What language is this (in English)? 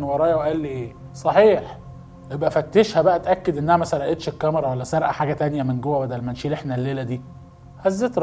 Egyptian Arabic